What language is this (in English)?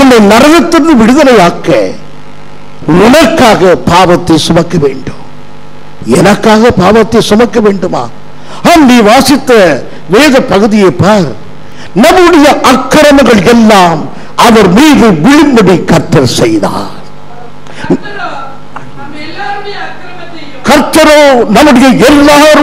Tamil